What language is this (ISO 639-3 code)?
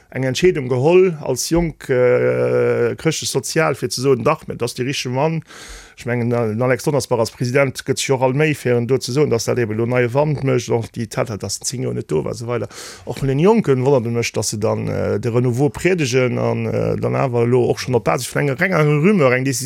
ltz